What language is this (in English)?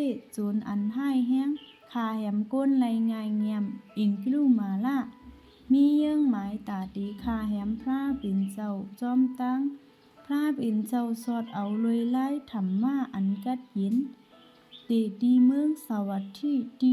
Shan